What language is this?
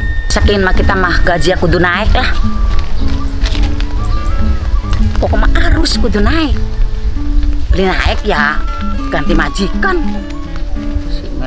Indonesian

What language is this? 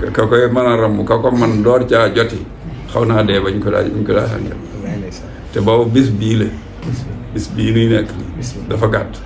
Wolof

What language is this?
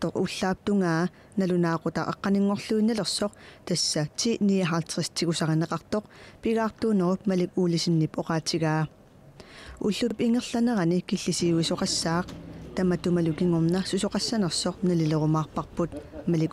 Kalaallisut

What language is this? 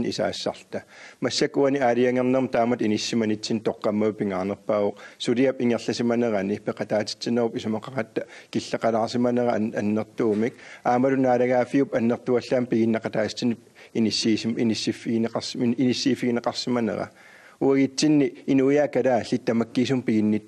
Kalaallisut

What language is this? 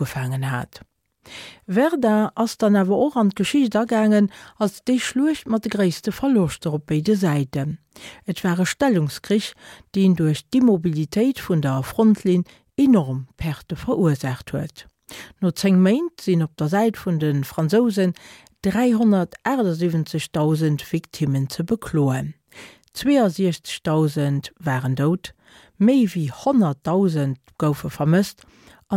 Luxembourgish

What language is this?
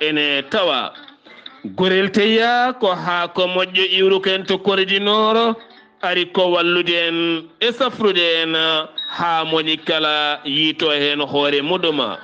Fula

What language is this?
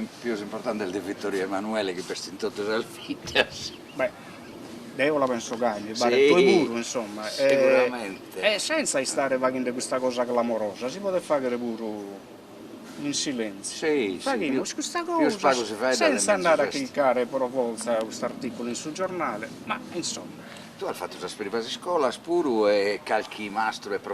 Sardinian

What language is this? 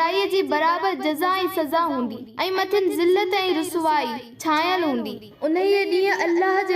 Sindhi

